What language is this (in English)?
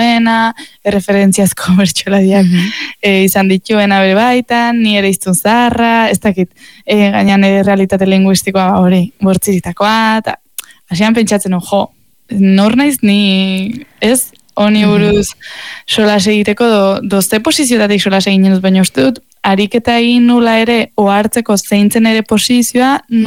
Basque